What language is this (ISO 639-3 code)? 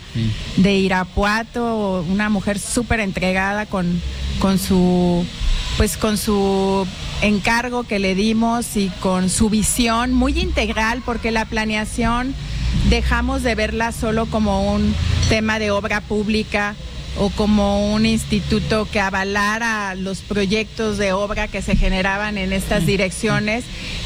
spa